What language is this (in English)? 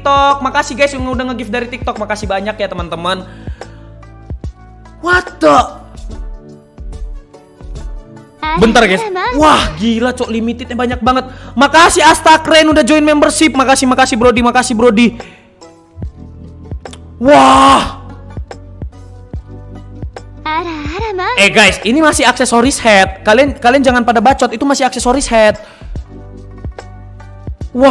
Indonesian